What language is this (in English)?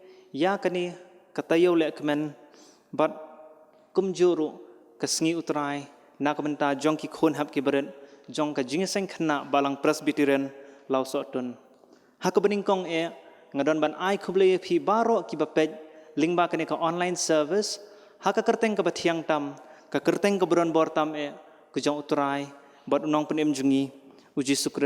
Khasi